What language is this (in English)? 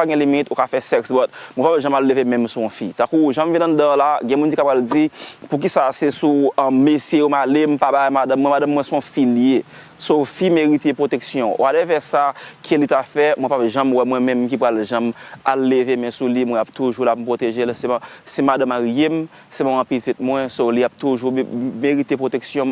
Haitian Creole